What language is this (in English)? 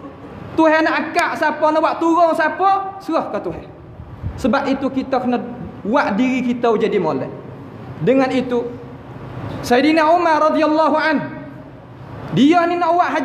Malay